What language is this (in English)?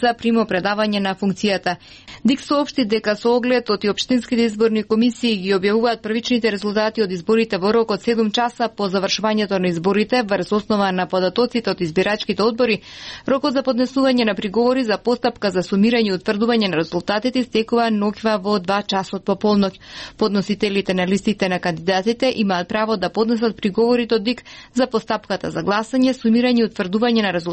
Macedonian